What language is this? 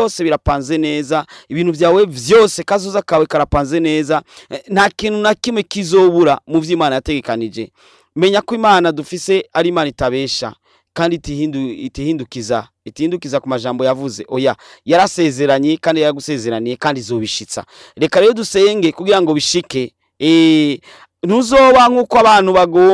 Rundi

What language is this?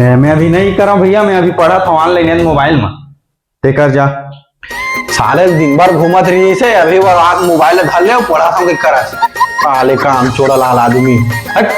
Chhattisgarhi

